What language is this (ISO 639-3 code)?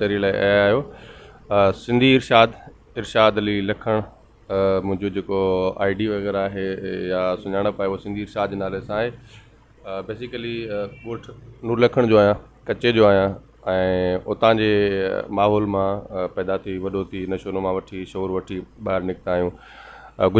snd